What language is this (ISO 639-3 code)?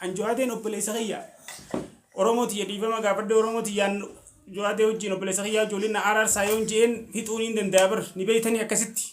orm